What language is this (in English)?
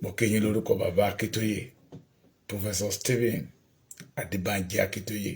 Yoruba